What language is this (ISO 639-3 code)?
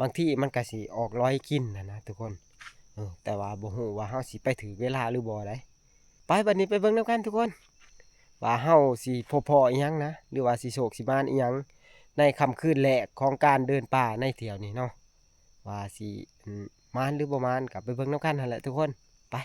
tts